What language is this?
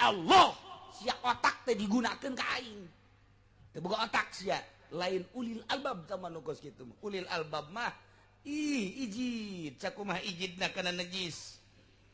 Sundanese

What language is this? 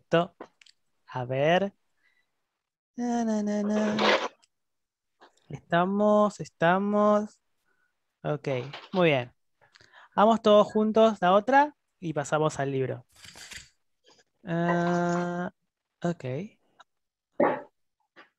Spanish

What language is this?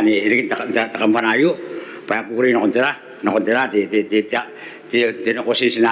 Gilbertese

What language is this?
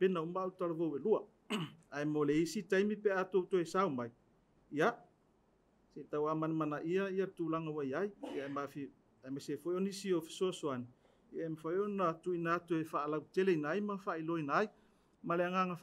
Samoan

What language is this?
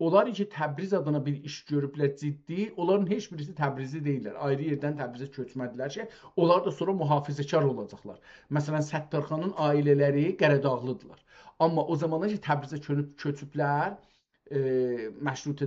South Azerbaijani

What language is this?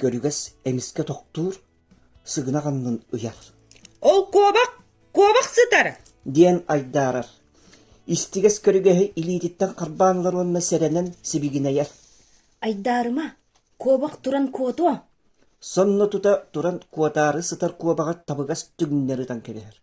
Yakut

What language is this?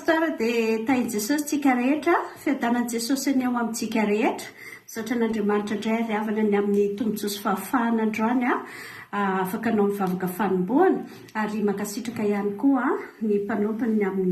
Malagasy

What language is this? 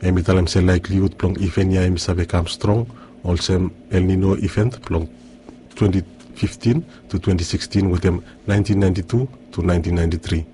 Bislama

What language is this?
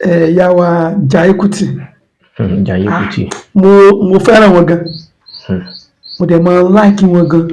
Yoruba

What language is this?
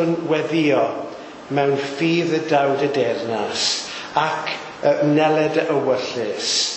Welsh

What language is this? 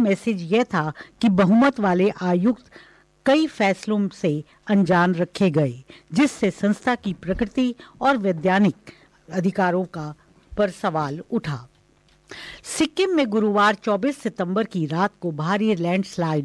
Hindi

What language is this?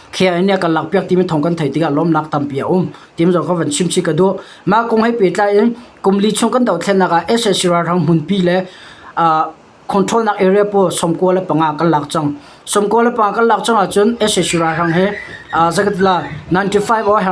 Hakha Chin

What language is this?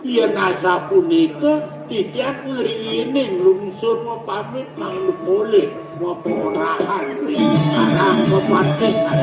Balinese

